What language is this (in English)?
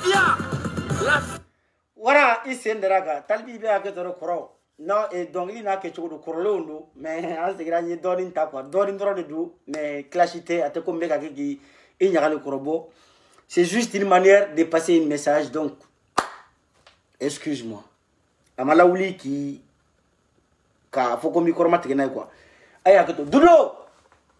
French